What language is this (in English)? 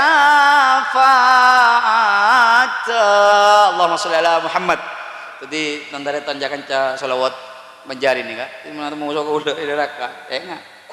Madurese